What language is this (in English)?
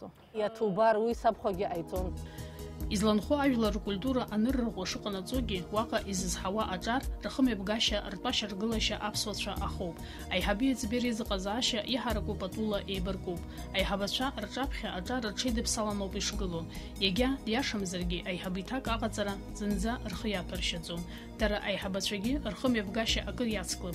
Abkhazian